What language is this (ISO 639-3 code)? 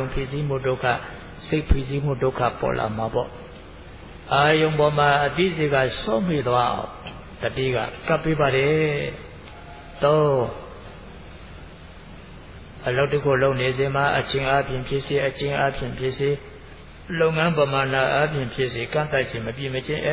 mya